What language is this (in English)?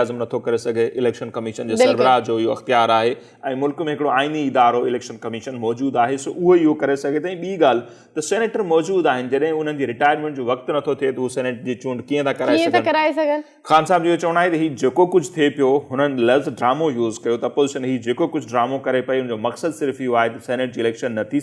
Sindhi